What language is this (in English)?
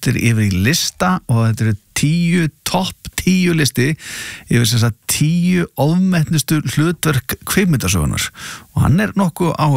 Icelandic